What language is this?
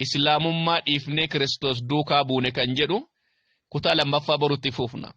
Oromo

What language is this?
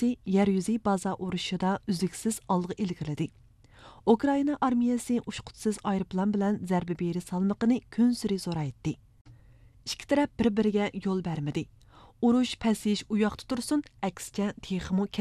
Uyghur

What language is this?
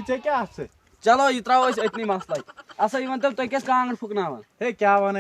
Kashmiri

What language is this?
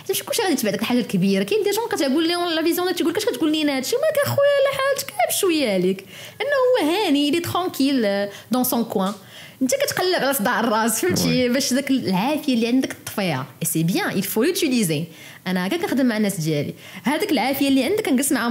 Moroccan Arabic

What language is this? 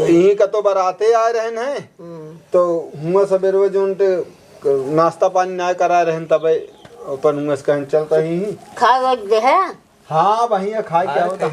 Awadhi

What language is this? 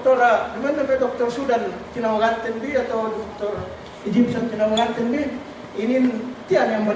Yakan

